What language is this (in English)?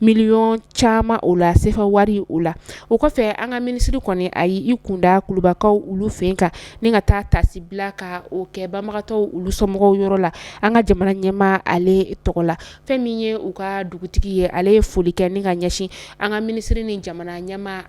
Bambara